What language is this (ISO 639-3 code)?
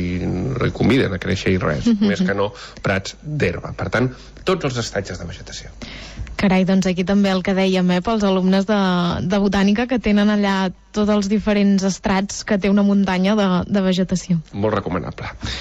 cat